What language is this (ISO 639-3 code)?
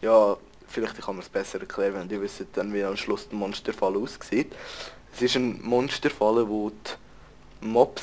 gsw